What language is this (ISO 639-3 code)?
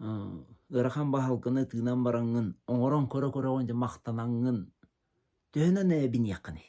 sah